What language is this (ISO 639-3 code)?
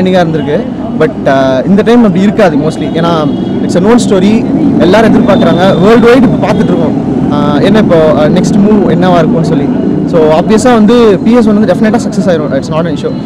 tam